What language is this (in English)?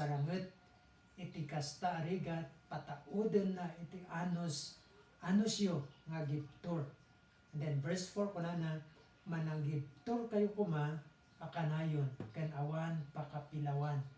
Iloko